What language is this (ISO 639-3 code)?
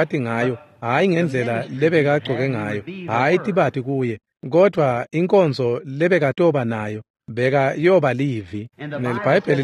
ssw